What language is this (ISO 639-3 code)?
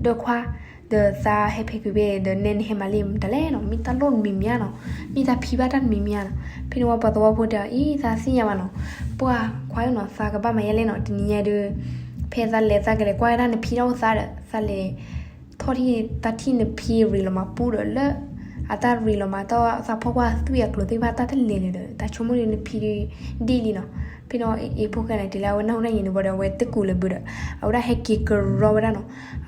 ksw